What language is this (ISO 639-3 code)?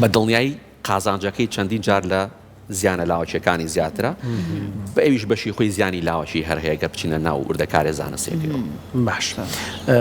ckb